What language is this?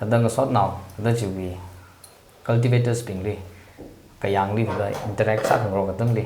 Tangkhul Naga (India)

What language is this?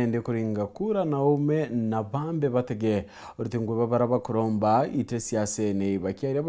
Meru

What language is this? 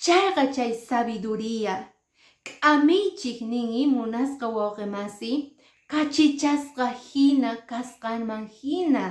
Quechua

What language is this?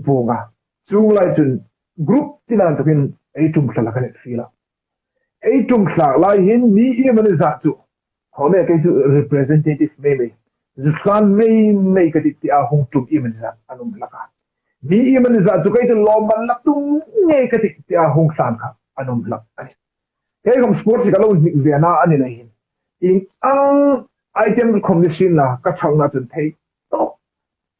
Hmar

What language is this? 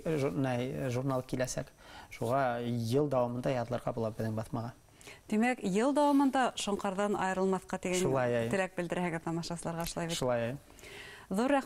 Bashkir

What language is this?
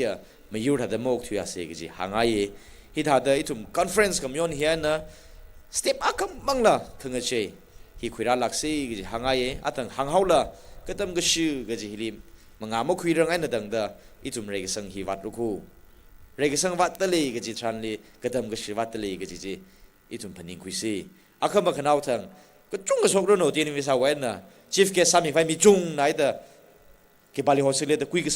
Tangkhul Naga (India)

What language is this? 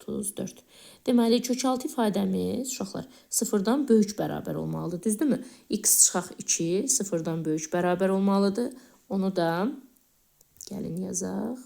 Azerbaijani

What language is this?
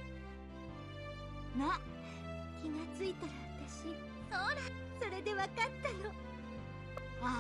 Japanese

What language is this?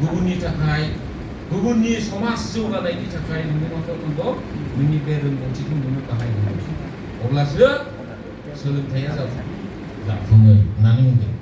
Bodo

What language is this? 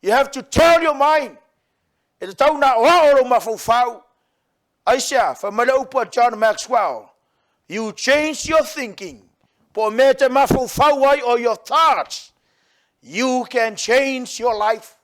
Samoan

